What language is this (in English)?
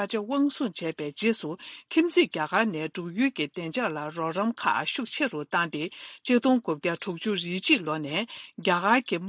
Tibetan